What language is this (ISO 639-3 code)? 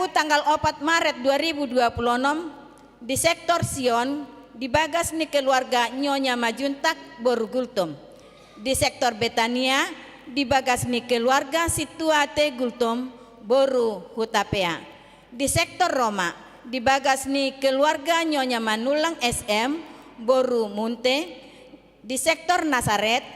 bbc